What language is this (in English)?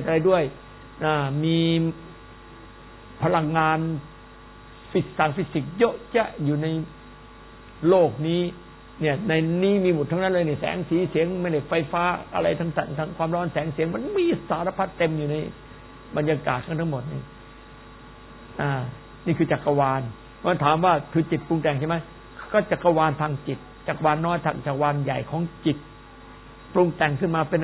Thai